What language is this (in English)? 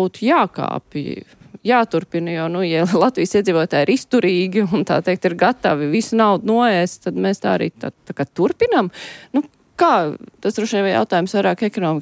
Latvian